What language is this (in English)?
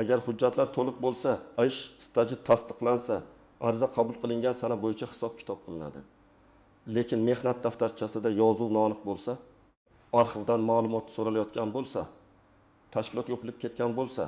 Uzbek